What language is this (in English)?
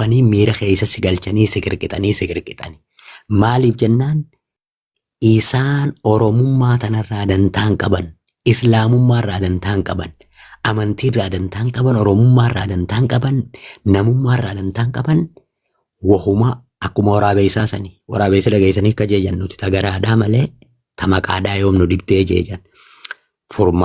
Oromo